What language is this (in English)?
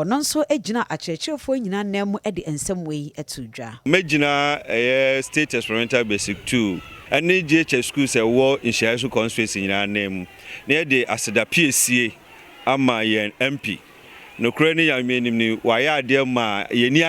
Akan